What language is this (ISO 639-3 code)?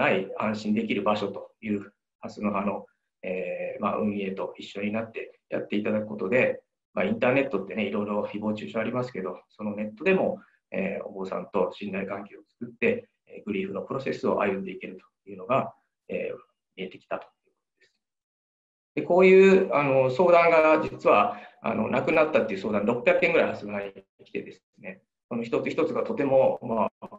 jpn